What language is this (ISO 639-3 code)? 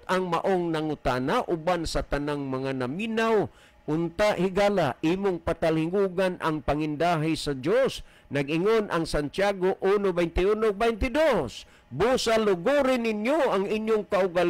ceb